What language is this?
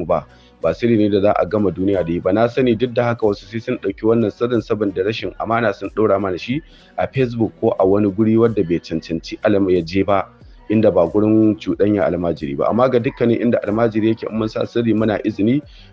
Hausa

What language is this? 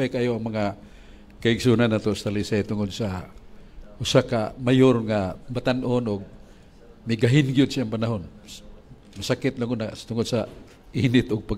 Cebuano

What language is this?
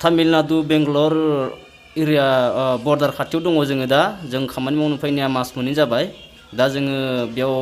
Bodo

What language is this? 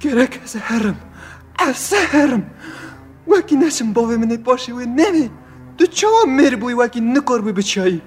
Kurdish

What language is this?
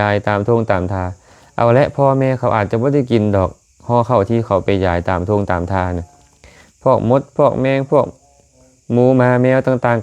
Lao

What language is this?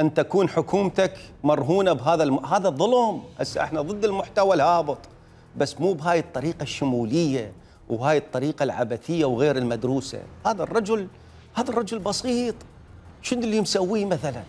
Mesopotamian Arabic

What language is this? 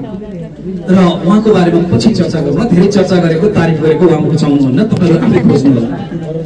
Nepali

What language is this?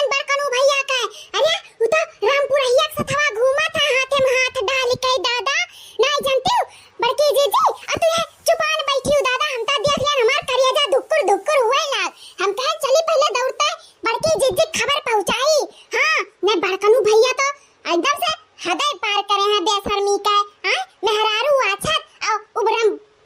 Awadhi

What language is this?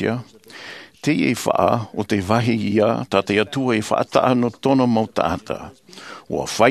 Tahitian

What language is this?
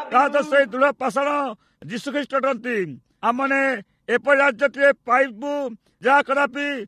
Odia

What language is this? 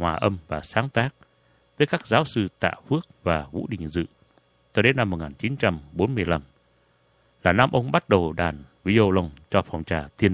Vietnamese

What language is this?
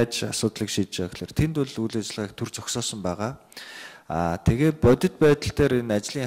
Mongolian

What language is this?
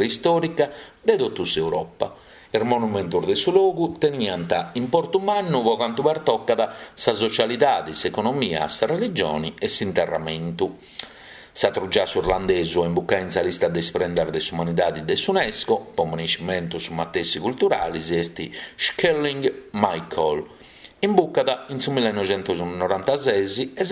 Sardinian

